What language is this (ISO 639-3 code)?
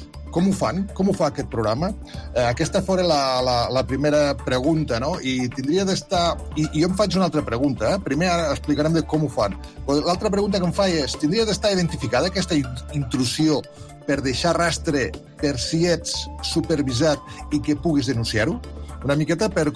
cat